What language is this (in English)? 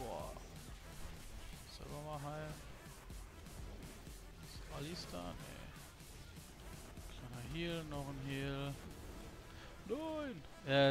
German